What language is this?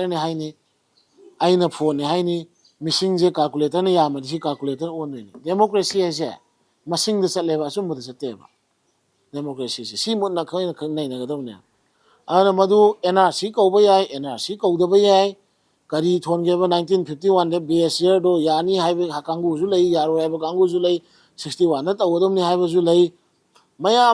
Manipuri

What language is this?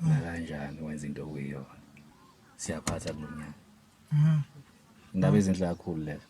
Zulu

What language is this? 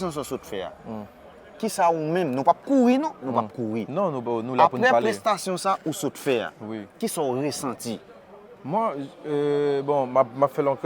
Haitian Creole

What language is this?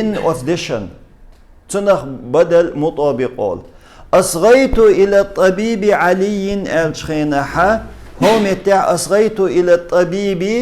Chechen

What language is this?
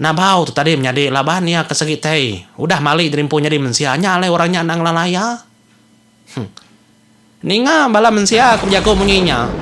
Iban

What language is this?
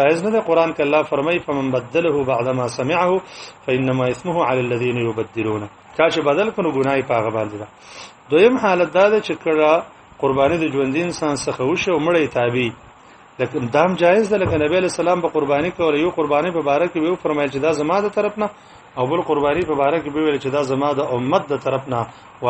Pashto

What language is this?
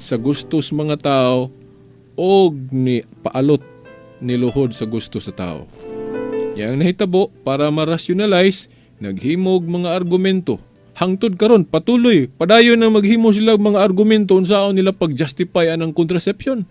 Cebuano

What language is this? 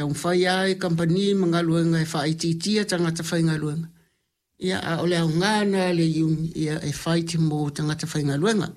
Samoan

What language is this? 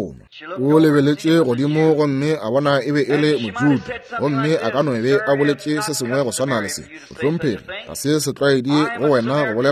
Northern Sotho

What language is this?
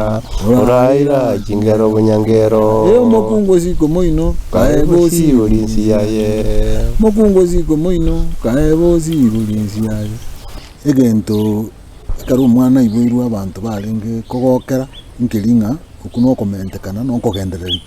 Gusii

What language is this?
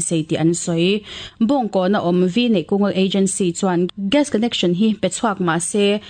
Mizo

